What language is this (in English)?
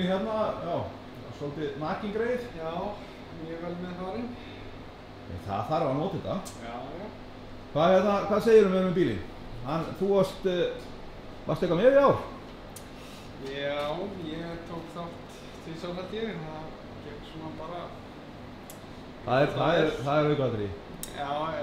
Icelandic